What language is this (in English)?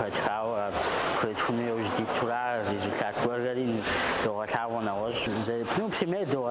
Kabardian